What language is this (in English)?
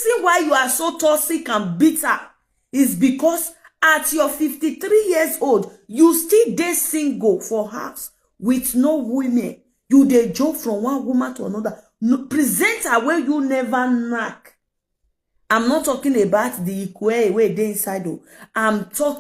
Nigerian Pidgin